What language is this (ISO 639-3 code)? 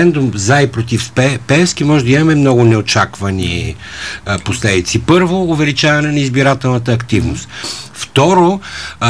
bul